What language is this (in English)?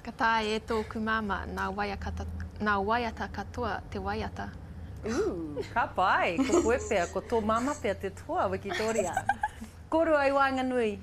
Māori